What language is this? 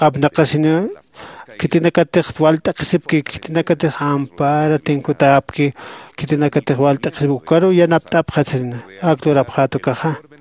Aymara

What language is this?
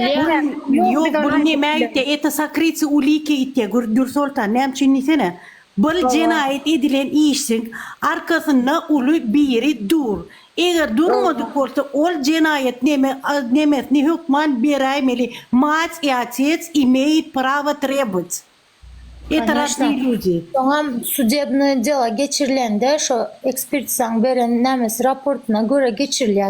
Turkmen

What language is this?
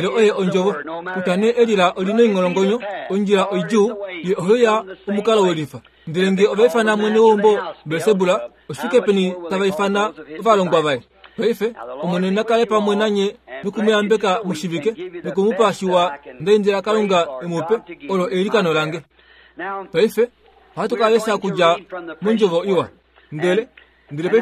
Kuanyama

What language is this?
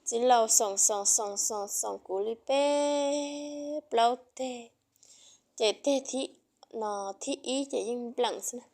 Hmong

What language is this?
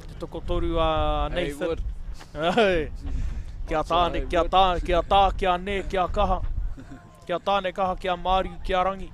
Māori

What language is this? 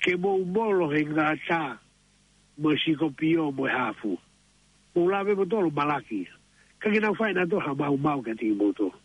Tongan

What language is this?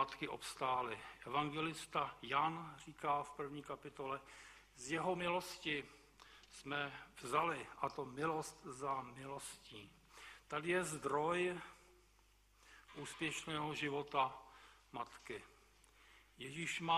Czech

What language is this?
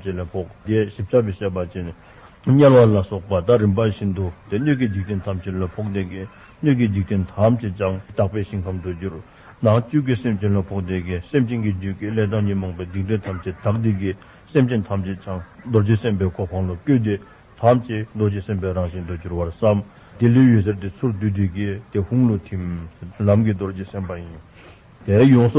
Dzongkha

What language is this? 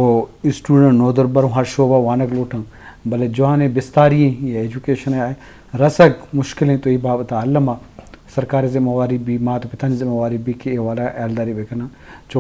Eastern Balochi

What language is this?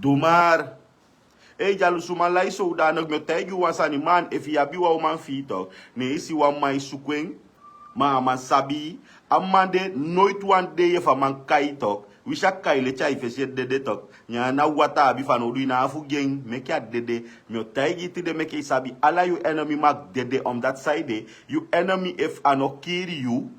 Sranan Tongo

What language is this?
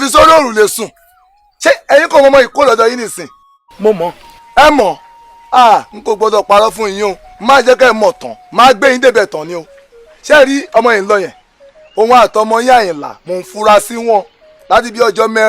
Yoruba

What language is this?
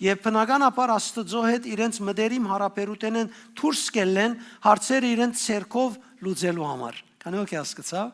Western Armenian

